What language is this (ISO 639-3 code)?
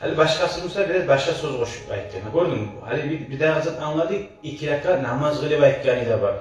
kum